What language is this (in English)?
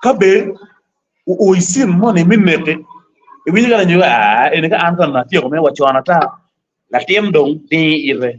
Acoli